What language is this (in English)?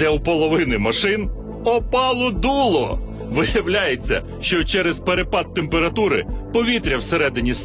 Ukrainian